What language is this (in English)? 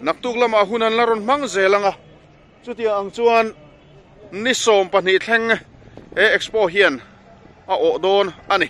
Mizo